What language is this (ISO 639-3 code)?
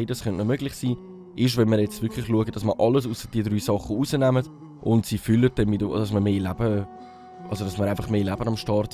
gsw